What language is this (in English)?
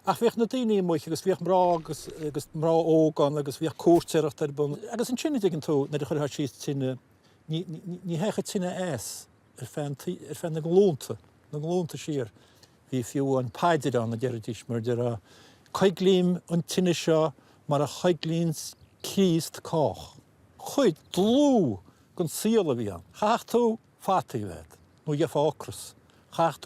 Irish